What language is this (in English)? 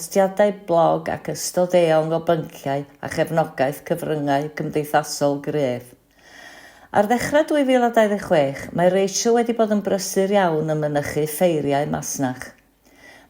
Welsh